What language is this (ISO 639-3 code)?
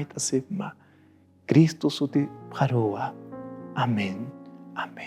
aym